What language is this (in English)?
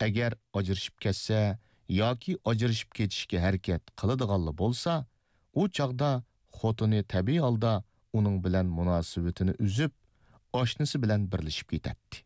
Uyghur